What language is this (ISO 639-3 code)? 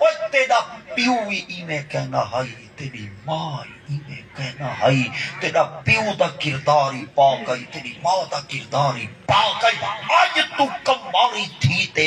skr